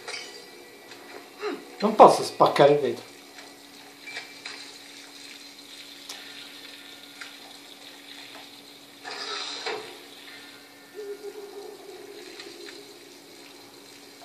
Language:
Italian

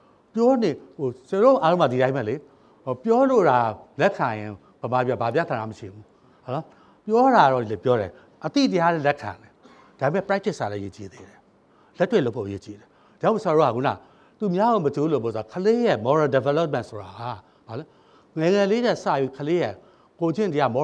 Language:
Burmese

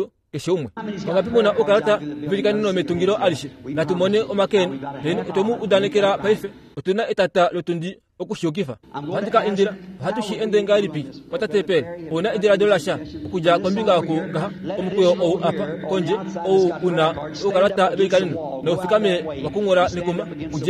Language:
Kuanyama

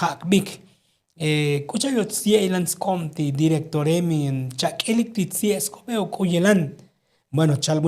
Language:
Tzotzil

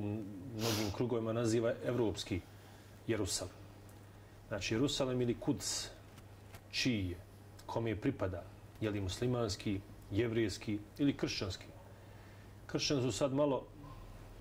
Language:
Bosnian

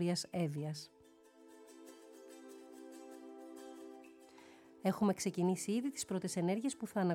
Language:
Greek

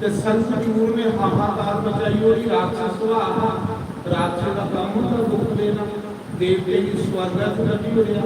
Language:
Dogri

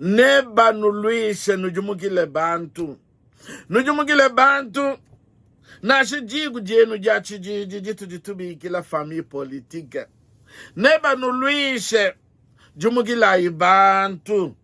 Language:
Luba-Lulua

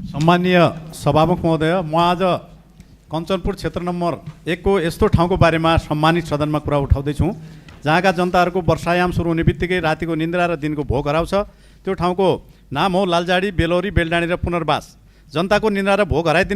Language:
Nepali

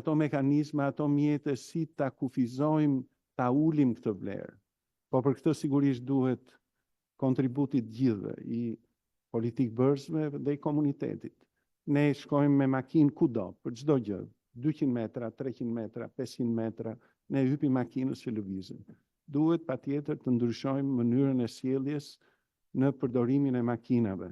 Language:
Albanian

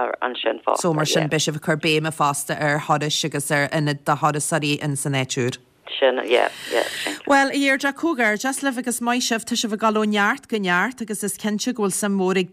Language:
Irish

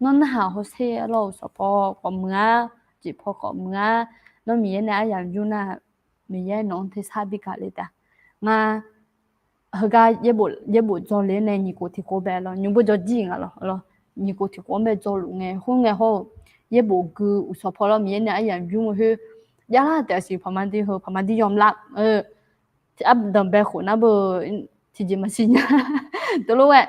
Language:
Akha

